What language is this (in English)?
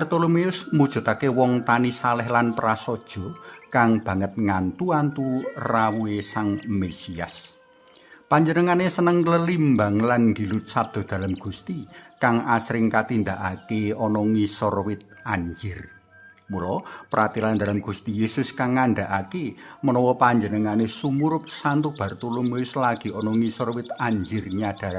Javanese